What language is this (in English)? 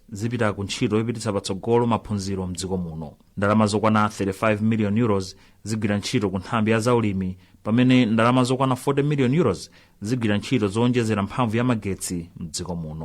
Nyanja